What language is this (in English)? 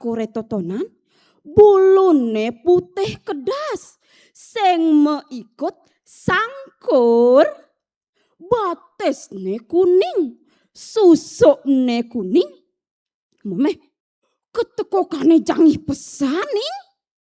Balinese